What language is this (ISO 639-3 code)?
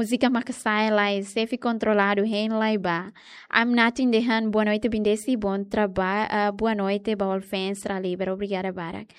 tet